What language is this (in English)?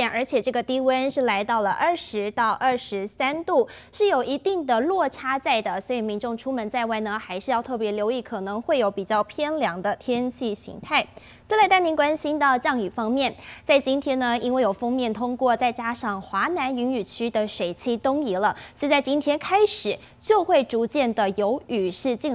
Chinese